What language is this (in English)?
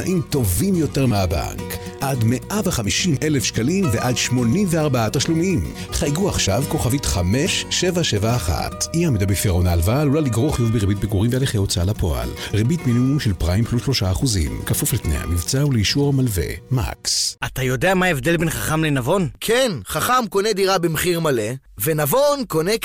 Hebrew